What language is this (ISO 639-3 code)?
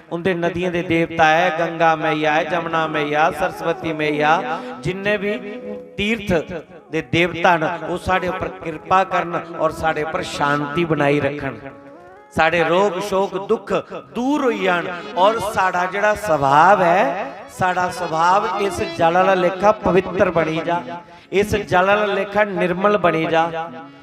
doi